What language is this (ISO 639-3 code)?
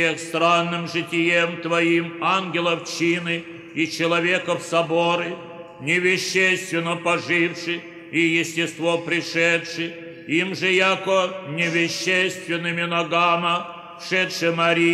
chu